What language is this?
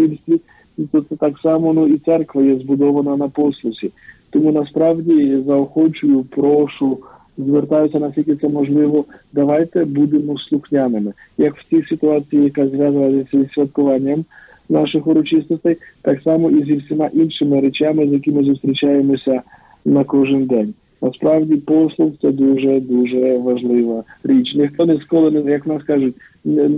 Ukrainian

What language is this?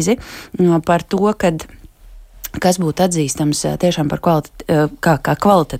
Latvian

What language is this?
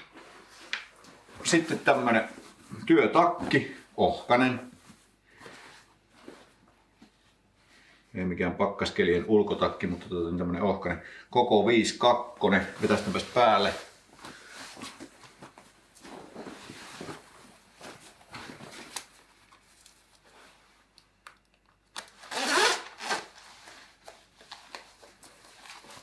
Finnish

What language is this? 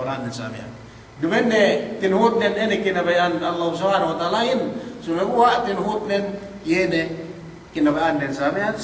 Yakan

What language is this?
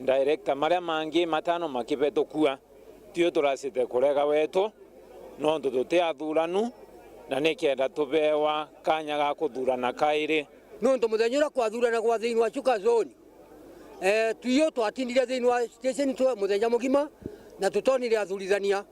Meru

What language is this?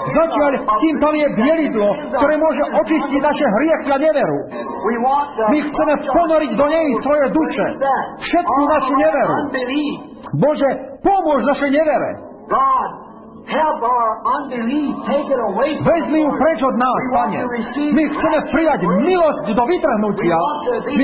Slovak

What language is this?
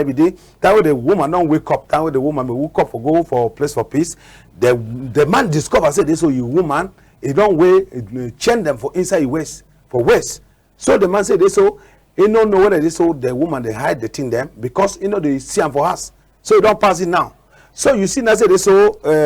Cameroon Pidgin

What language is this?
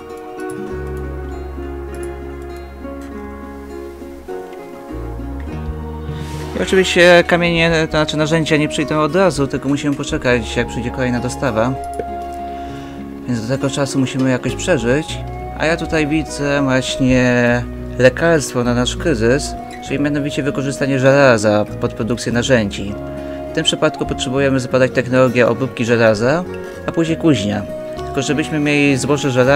Polish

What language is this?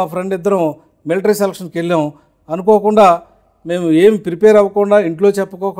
Telugu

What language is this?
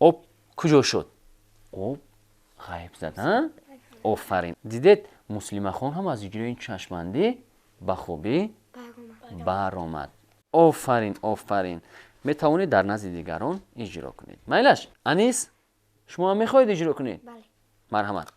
Tajik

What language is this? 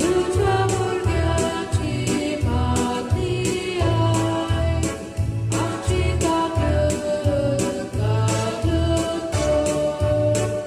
Konkani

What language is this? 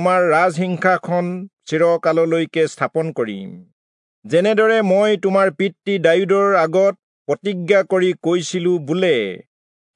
Assamese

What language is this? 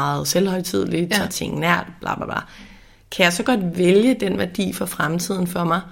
Danish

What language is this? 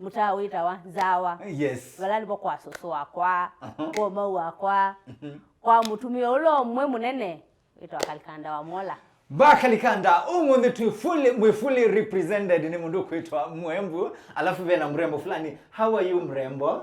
Kamba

